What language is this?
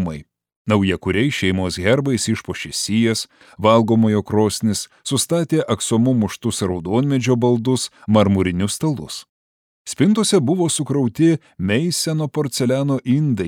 Lithuanian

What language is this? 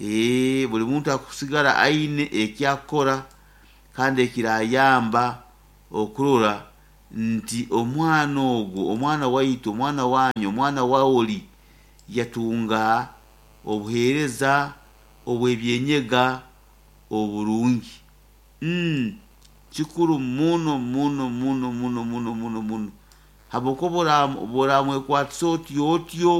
Nyoro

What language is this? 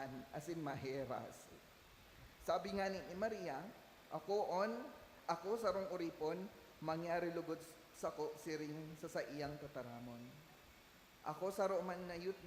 Bikol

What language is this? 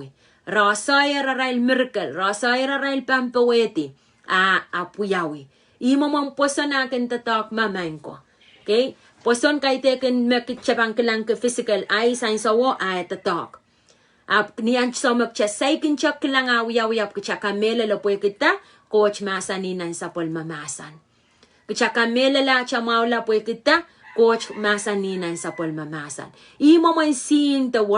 Pohnpeian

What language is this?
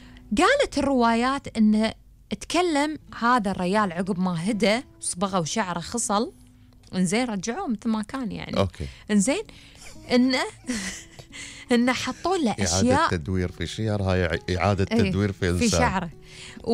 Gulf Arabic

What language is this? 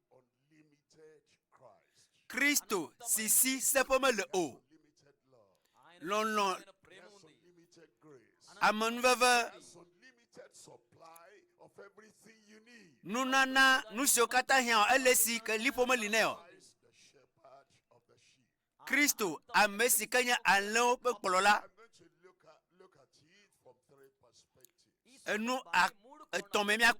Ewe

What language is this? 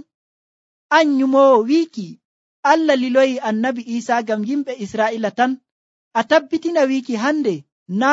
Nigerian Fulfulde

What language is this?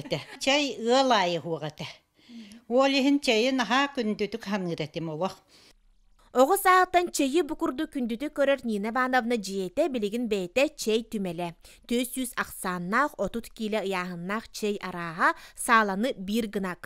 Yakut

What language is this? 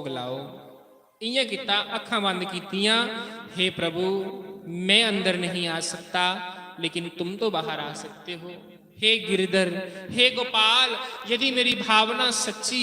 Dogri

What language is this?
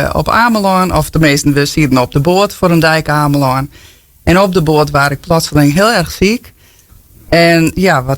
Western Frisian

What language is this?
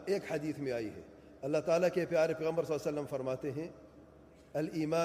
Urdu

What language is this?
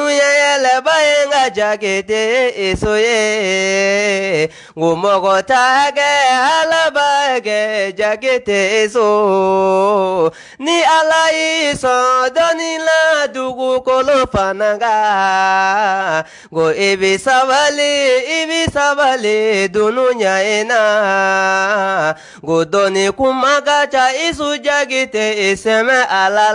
Bambara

